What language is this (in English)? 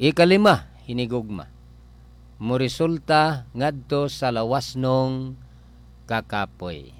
Cebuano